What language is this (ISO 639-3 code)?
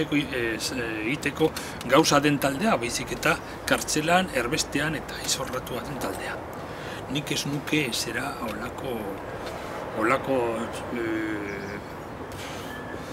eus